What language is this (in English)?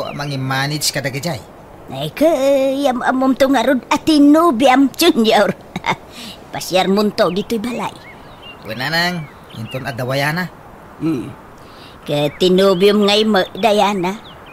Iloko